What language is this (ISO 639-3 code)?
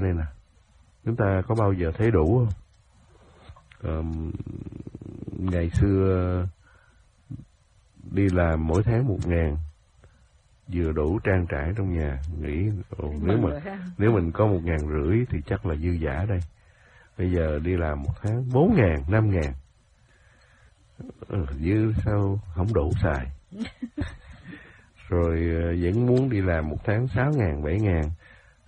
vie